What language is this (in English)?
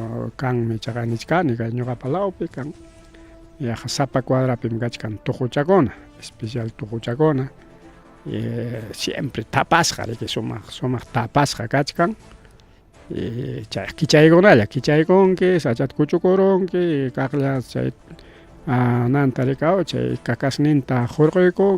Ayacucho Quechua